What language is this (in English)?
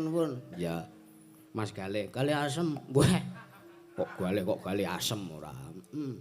Javanese